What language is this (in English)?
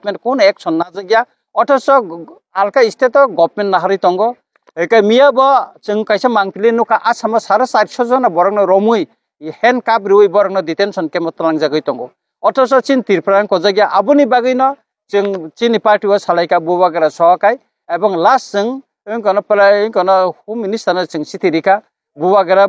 Kok Borok